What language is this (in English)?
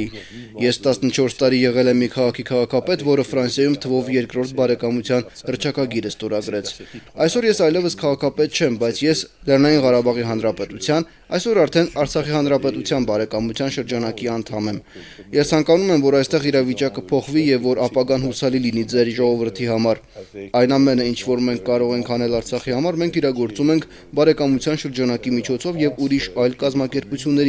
Armenian